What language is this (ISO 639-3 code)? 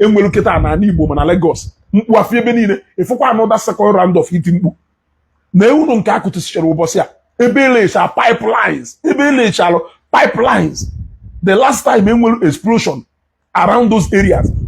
ibo